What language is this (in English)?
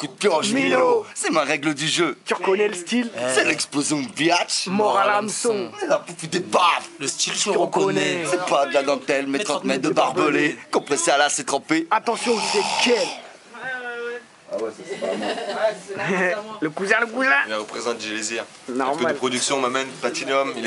French